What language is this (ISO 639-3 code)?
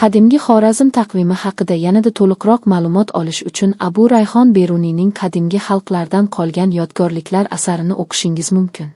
uzb